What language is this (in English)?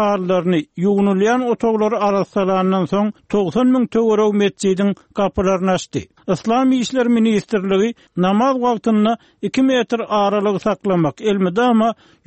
Turkmen